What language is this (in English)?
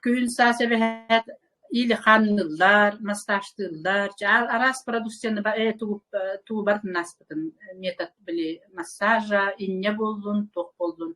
Yakut